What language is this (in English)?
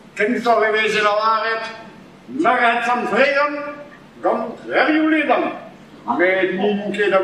Breton